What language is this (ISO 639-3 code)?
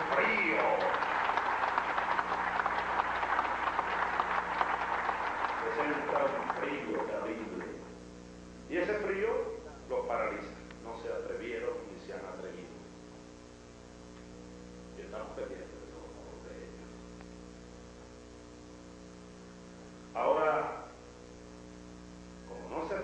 spa